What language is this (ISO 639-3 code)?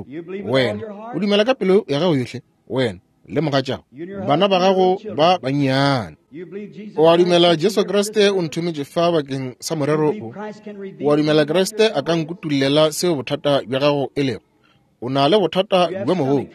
nso